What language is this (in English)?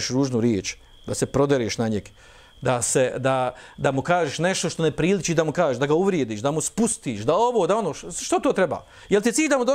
Bosnian